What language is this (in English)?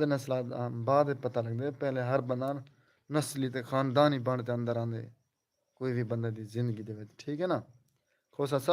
Saraiki